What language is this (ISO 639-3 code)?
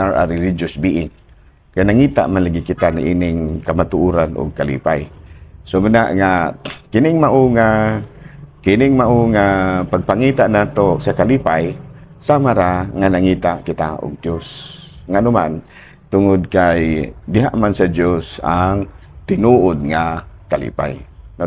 ceb